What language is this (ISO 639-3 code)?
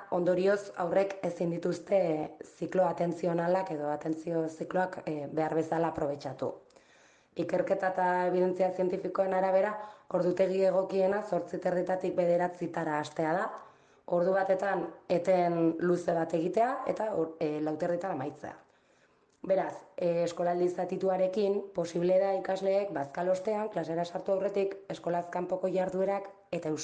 eus